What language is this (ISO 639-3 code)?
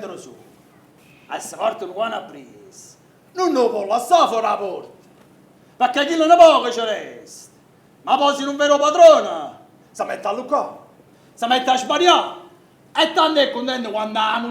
nap